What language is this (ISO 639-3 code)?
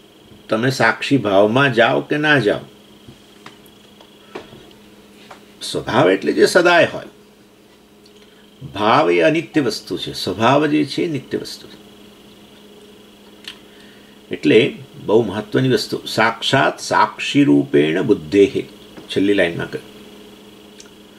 guj